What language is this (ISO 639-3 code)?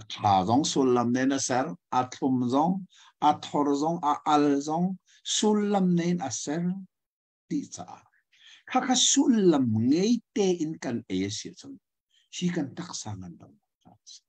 cnh